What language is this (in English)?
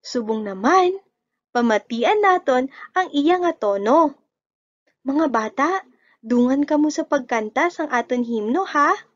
Hiligaynon